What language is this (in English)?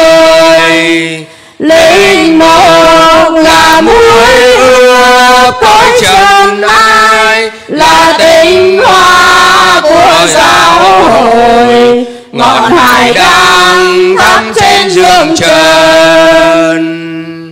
Vietnamese